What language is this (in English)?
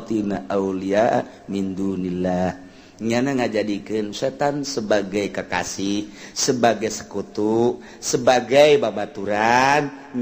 Sundanese